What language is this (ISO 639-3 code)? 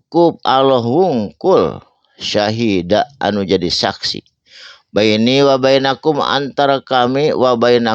sun